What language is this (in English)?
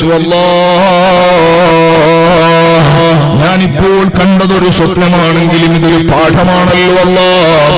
Malayalam